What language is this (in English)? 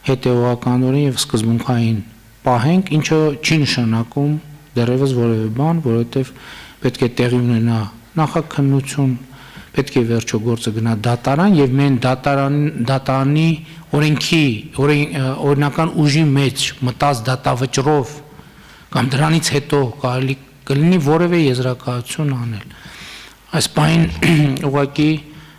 Armenian